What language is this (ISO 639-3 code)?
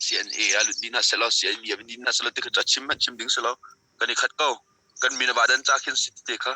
cnh